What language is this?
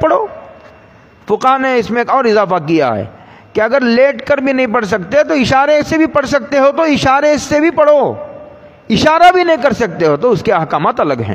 Urdu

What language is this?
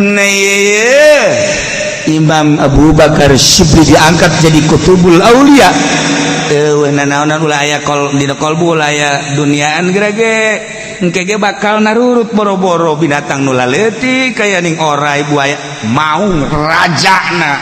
Sundanese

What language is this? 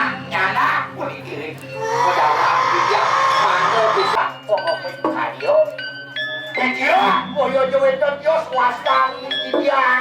Balinese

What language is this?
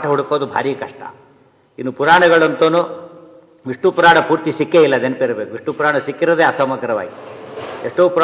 Kannada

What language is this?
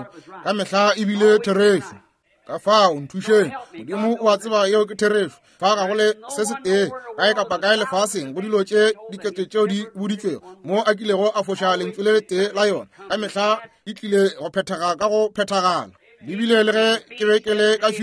Northern Sotho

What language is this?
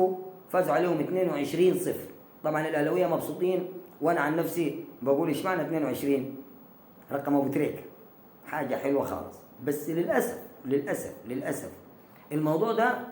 Egyptian Arabic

